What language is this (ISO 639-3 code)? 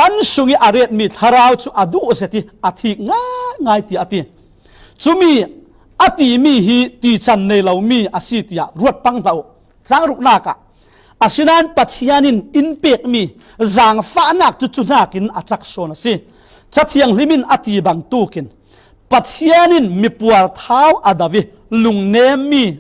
cfm